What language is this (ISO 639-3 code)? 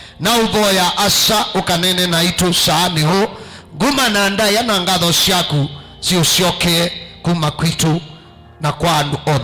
kam